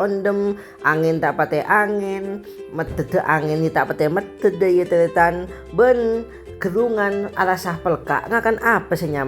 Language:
Madurese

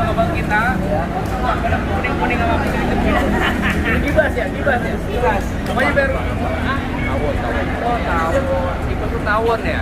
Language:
Betawi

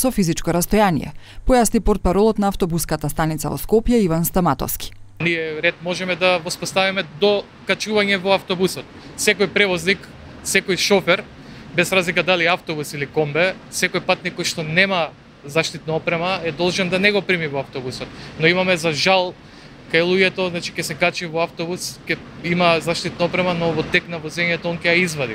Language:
Macedonian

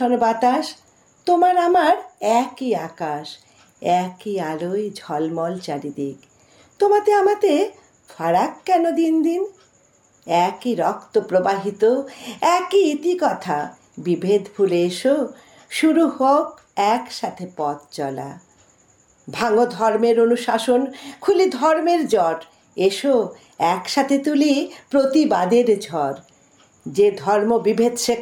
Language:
Bangla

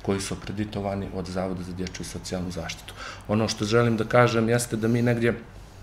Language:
Bosnian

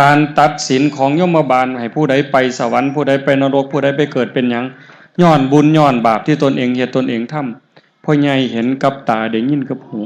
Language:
Northeastern Thai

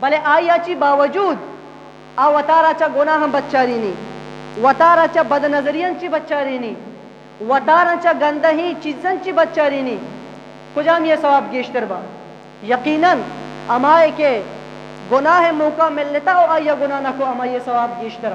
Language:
Eastern Balochi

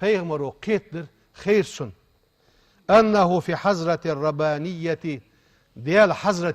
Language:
Ingush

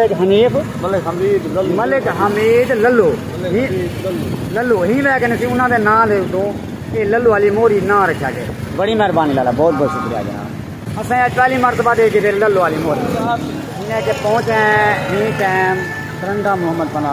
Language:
Saraiki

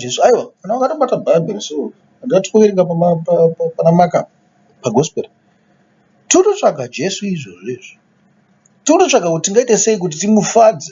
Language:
Shona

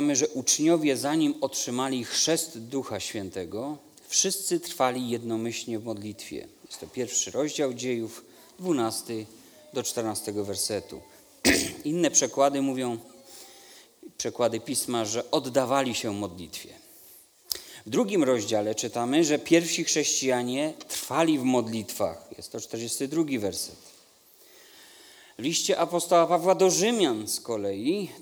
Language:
Polish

